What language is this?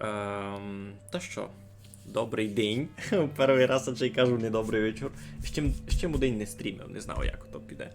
Rusyn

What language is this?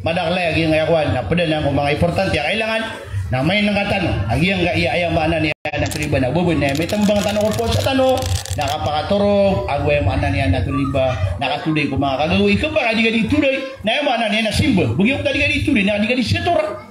Maranao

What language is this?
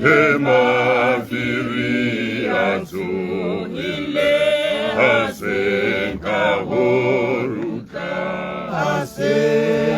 Tswana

